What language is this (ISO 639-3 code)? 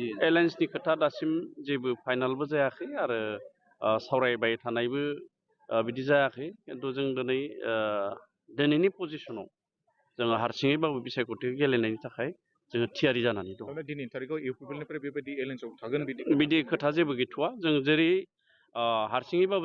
brx